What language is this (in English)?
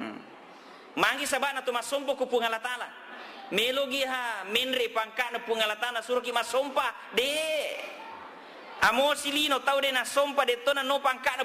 Buginese